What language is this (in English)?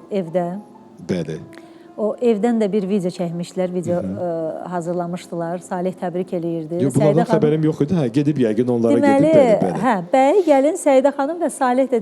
Azerbaijani